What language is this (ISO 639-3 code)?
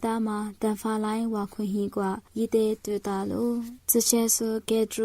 lis